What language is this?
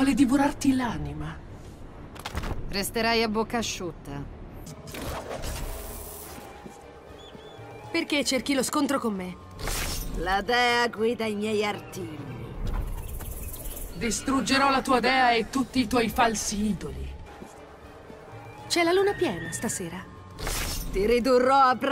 Italian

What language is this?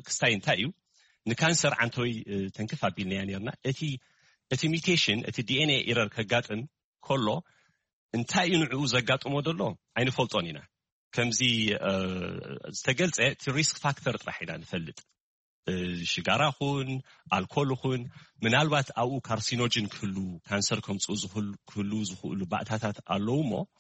Tigrinya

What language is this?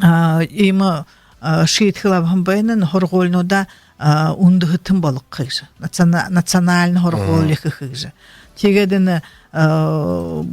Buriat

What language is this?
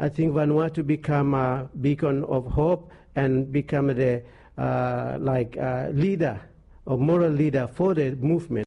Bislama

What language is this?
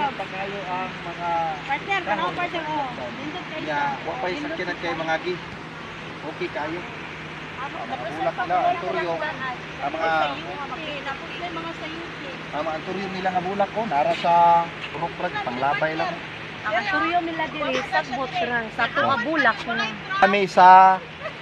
Cebuano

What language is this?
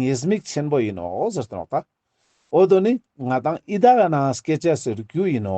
Ladakhi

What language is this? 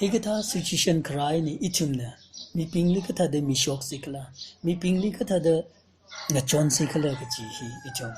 Tangkhul Naga (India)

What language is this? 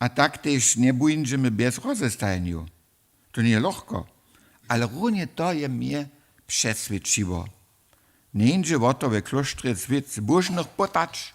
Upper Sorbian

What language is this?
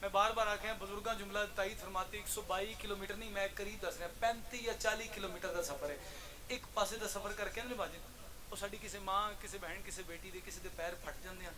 Pahari-Potwari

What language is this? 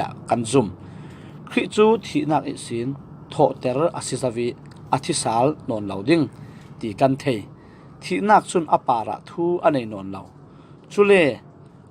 Falam Chin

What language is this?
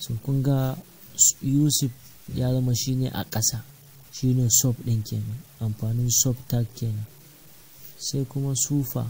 Hausa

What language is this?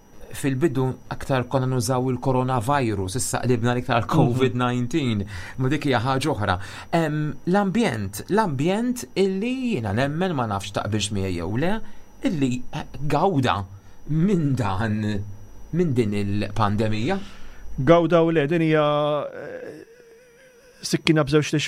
Maltese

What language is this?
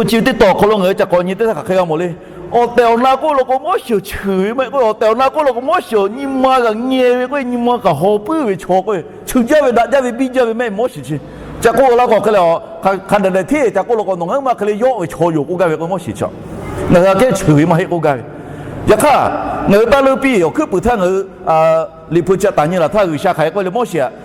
Lahu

